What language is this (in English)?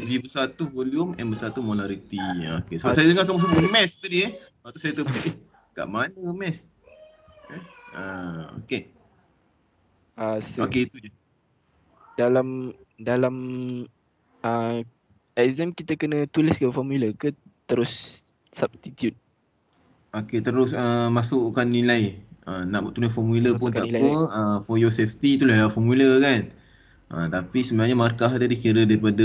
Malay